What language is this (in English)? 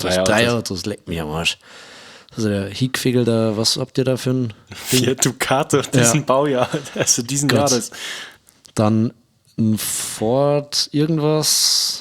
Bavarian